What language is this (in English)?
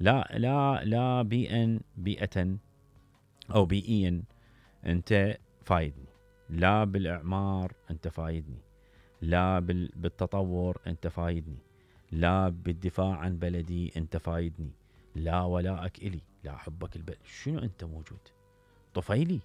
Mesopotamian Arabic